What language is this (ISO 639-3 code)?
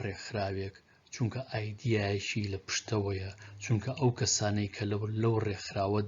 ckb